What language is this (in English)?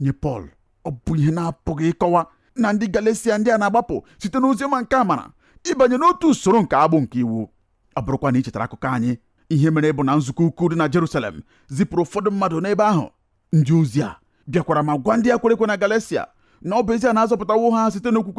Igbo